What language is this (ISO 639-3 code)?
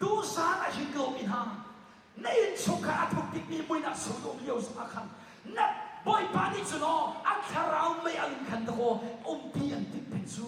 cnh